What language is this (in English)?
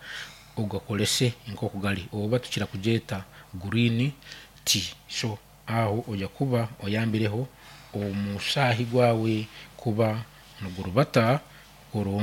Nyankole